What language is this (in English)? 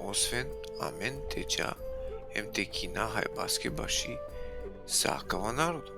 Balkan Romani